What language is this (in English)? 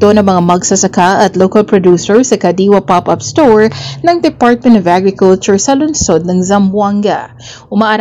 Filipino